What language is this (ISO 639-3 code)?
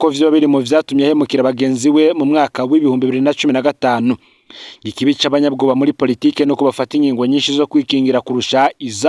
run